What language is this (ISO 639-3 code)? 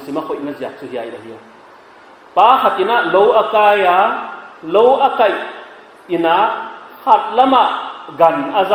pck